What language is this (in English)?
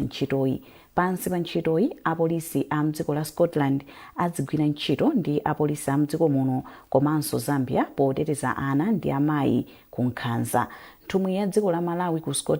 Nyanja